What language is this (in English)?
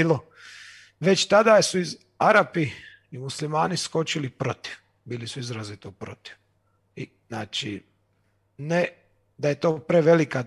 Croatian